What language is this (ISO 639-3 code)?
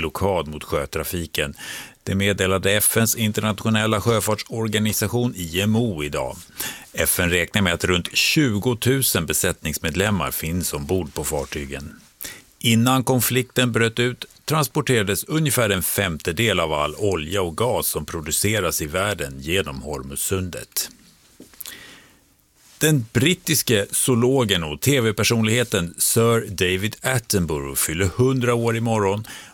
swe